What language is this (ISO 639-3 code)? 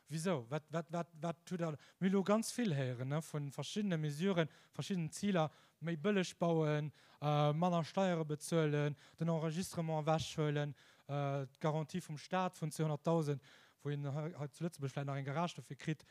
ltz